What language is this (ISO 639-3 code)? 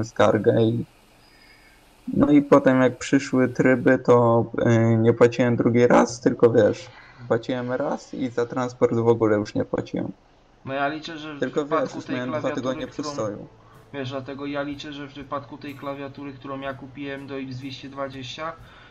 pol